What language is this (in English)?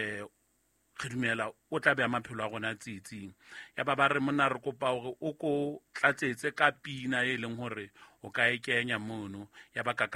Southern Sotho